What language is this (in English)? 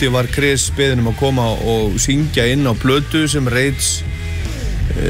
Icelandic